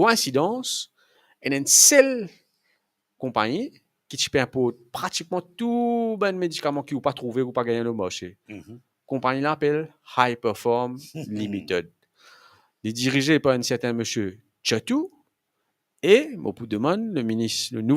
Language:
Morisyen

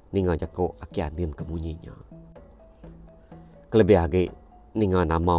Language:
Iban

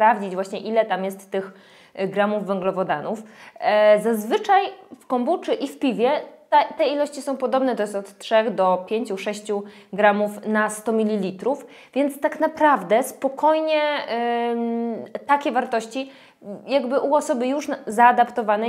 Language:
Polish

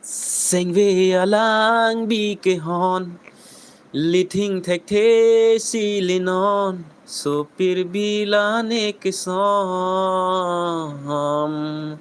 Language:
Karbi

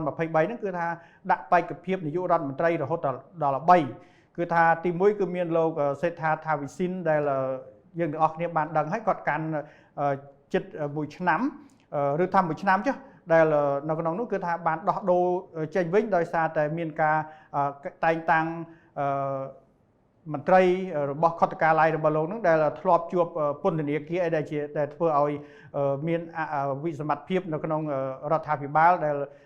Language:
Khmer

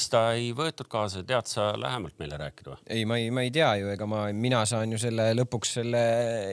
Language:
Estonian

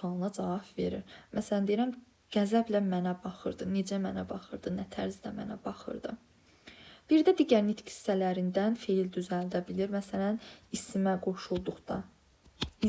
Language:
Azerbaijani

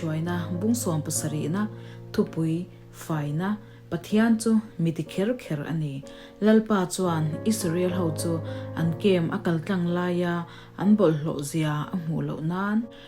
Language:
Mizo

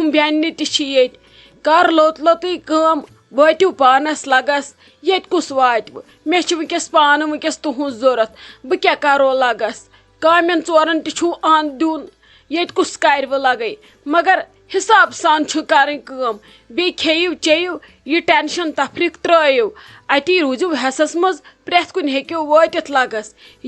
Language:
Kashmiri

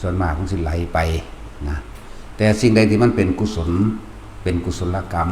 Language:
Lao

